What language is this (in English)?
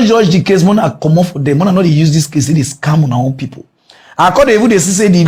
Nigerian Pidgin